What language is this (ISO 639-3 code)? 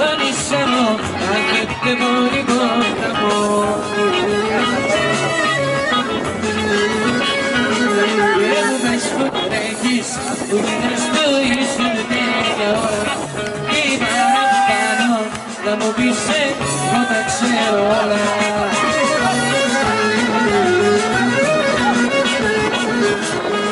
ell